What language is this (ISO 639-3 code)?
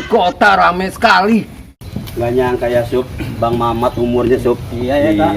bew